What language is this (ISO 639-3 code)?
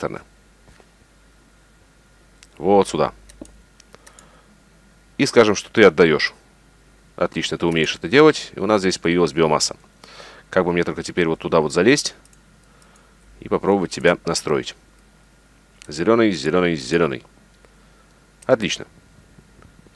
rus